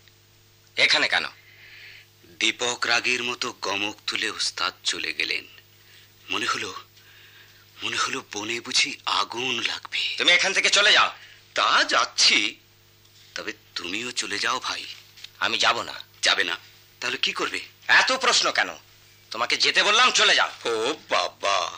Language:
Bangla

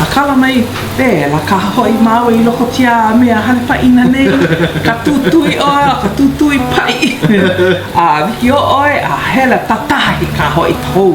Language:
Hawaiian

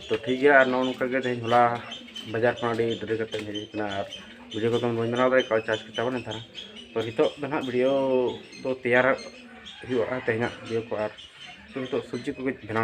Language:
Santali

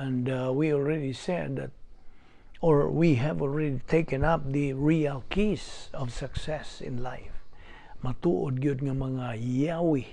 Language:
Cebuano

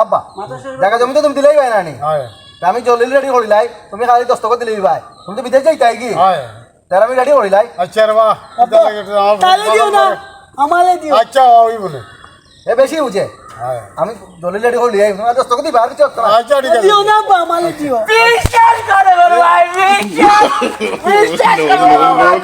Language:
Sylheti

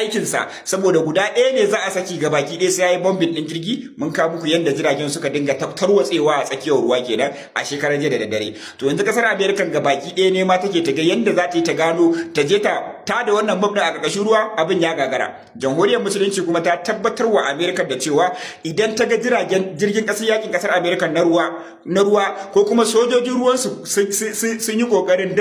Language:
Hausa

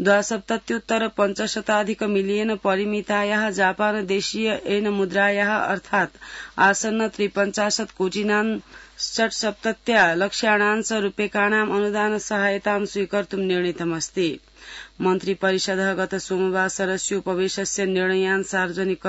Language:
Sanskrit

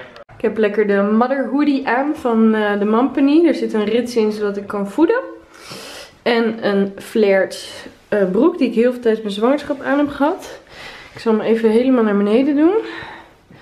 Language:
Dutch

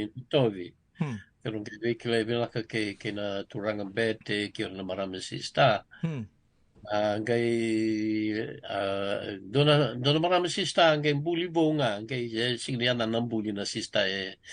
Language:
Fijian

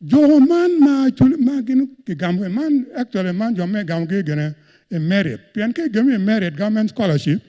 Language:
Acoli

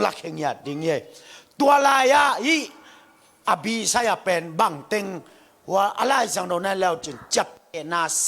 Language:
Tedim Chin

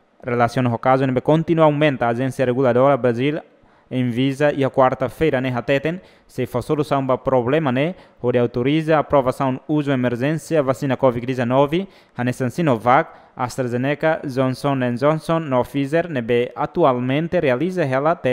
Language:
Tetum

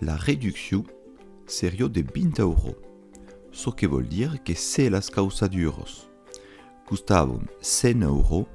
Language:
Occitan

